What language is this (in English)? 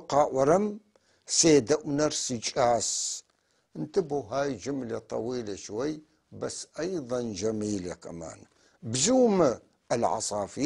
North Levantine Arabic